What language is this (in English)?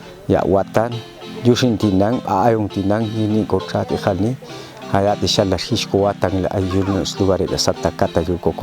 Popti'